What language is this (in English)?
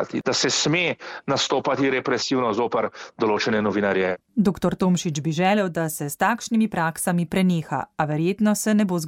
Slovenian